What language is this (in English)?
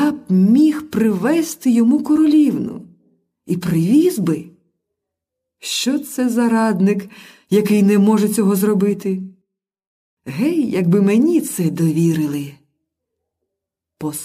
Ukrainian